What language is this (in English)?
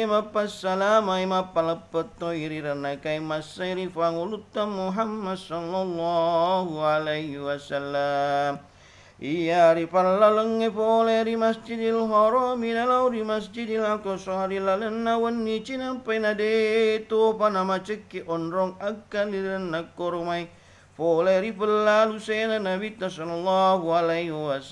Buginese